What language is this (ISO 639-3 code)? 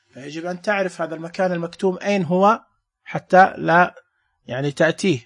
ars